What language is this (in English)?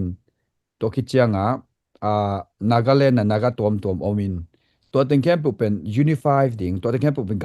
Tedim Chin